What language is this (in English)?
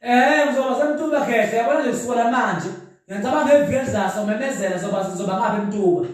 Zulu